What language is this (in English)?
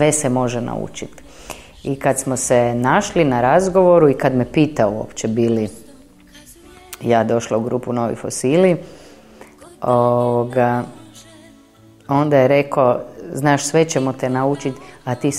Croatian